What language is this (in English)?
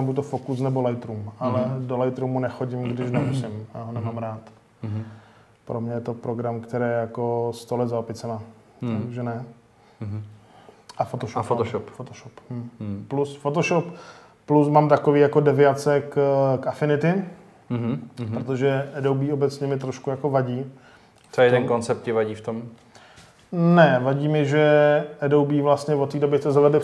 Czech